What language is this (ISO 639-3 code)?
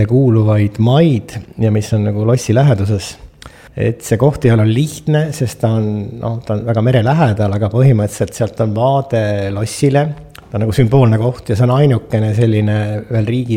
est